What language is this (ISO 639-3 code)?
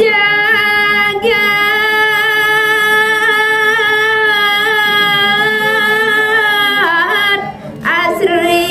ban